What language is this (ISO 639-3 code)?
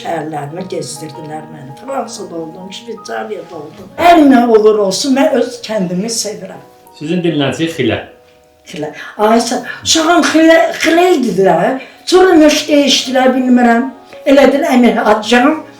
aze